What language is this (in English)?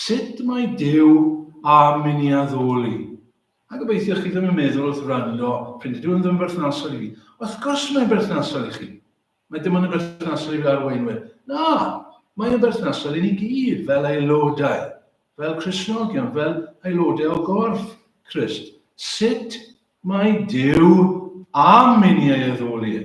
Welsh